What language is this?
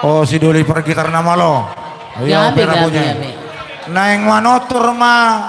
Batak Toba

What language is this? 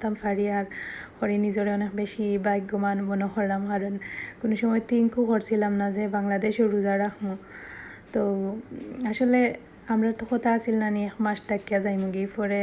Sylheti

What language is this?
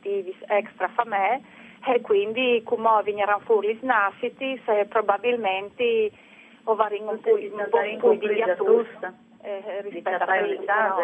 Friulian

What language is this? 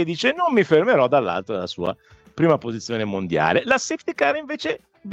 Italian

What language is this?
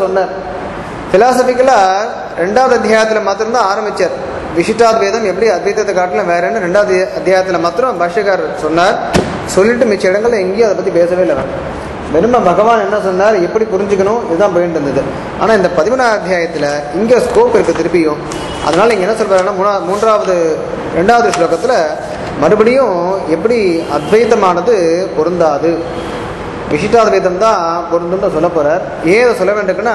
Tamil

